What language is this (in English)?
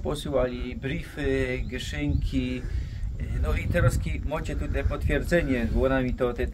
Silesian